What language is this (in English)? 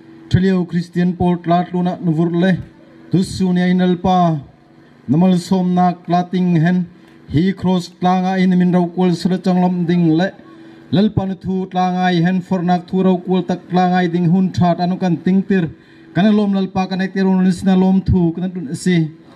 Bawm Chin